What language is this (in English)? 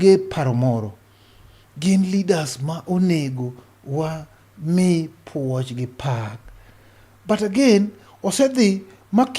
Luo (Kenya and Tanzania)